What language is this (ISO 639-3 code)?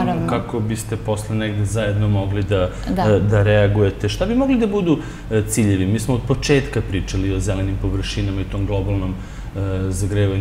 srp